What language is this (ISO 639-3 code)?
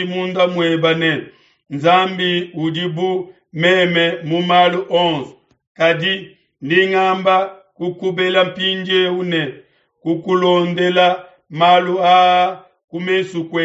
lua